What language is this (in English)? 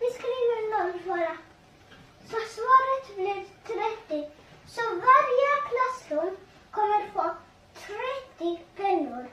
Faroese